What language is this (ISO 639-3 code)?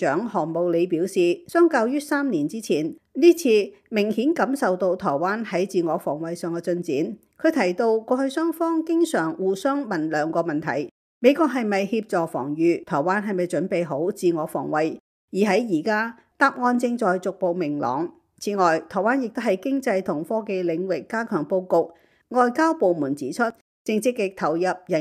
yue